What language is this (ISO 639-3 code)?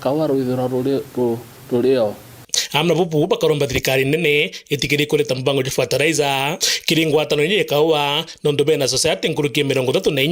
mer